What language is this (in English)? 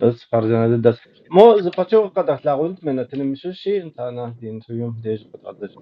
Adyghe